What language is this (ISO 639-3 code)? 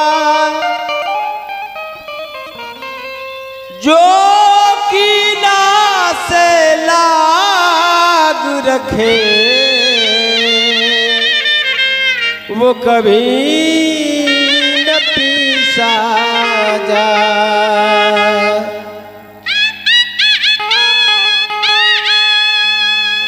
bho